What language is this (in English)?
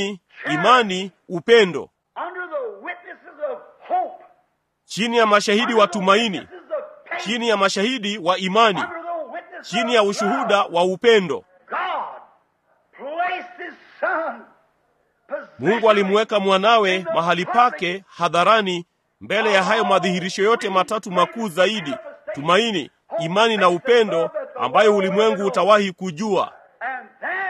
Swahili